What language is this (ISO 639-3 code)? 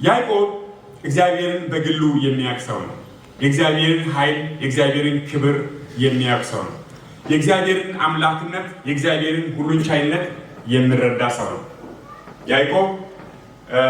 amh